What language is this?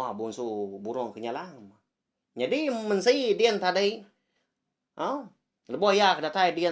Iban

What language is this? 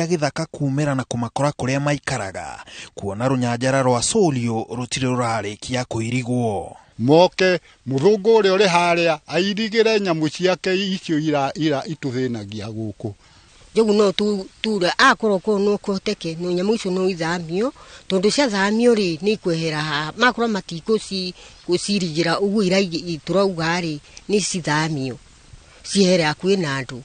Kikuyu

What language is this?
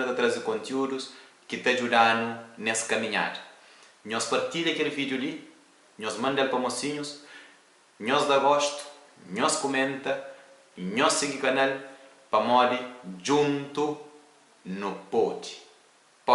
Kabuverdianu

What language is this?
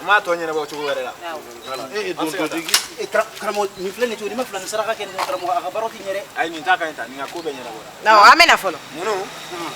Bambara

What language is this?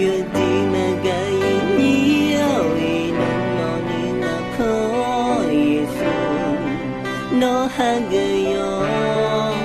Akha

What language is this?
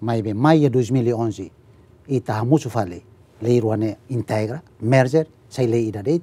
Tetum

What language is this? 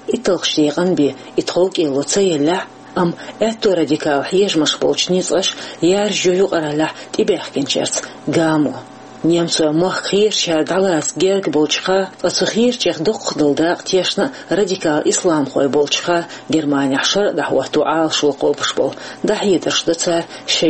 Chechen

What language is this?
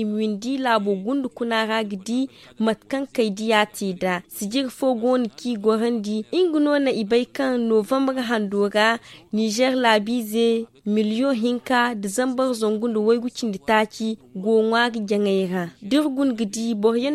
Zarma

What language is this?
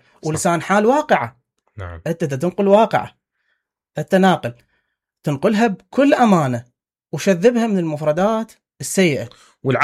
Mesopotamian Arabic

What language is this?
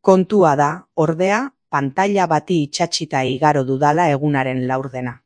Basque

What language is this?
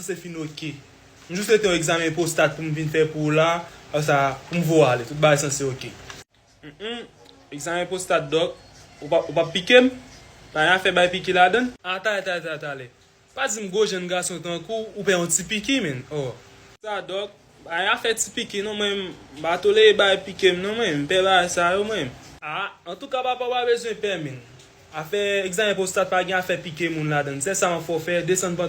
Haitian Creole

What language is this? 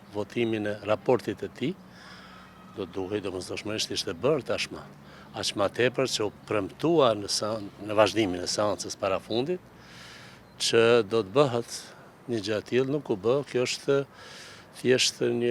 Albanian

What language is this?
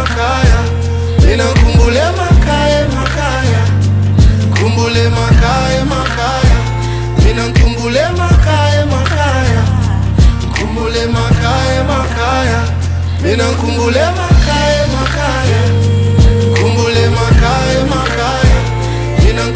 Zulu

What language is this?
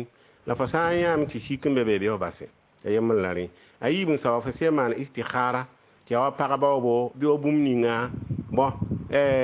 Mossi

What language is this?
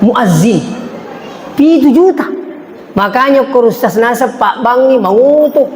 Buginese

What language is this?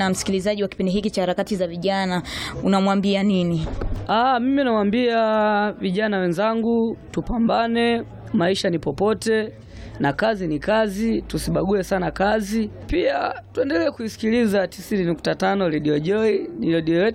Swahili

